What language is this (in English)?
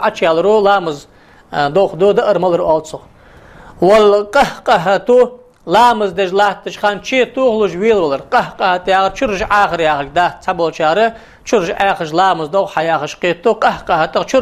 Ingush